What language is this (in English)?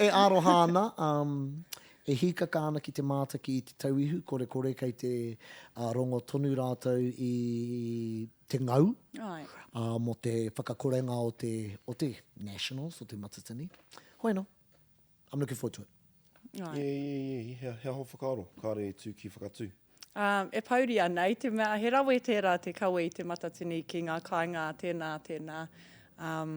Māori